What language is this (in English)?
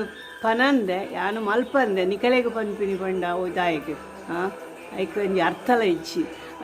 Tulu